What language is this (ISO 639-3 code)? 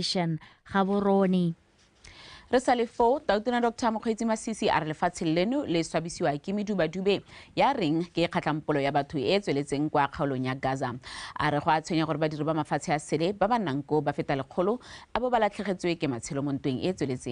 tsn